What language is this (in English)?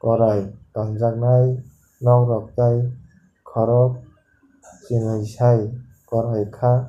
Kok Borok